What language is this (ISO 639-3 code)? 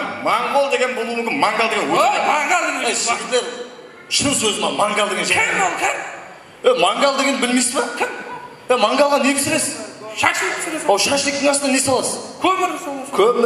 kaa